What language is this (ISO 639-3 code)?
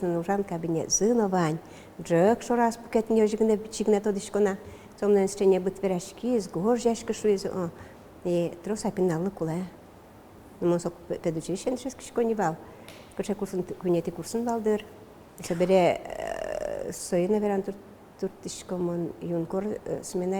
udm